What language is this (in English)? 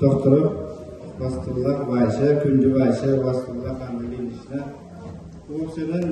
Yakut